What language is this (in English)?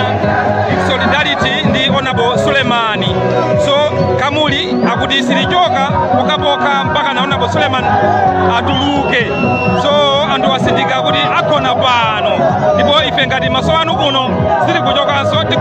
Nyanja